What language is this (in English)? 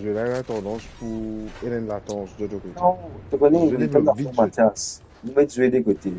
Morisyen